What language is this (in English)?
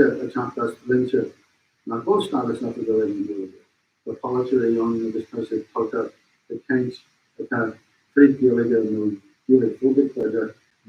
Irish